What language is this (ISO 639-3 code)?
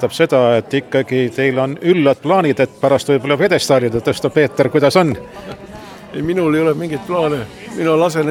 est